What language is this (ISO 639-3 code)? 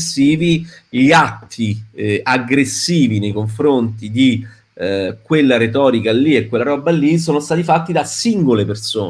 ita